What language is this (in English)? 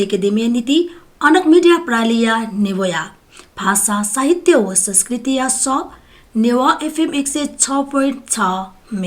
Newari